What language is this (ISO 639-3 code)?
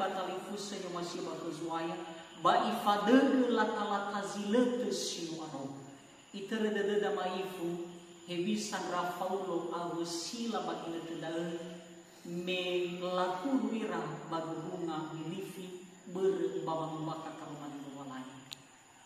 nia